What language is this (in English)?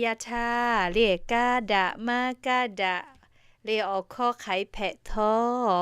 Lahu